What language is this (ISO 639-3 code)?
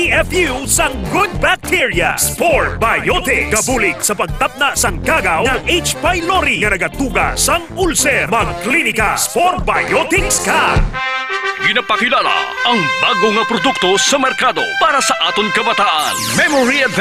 hil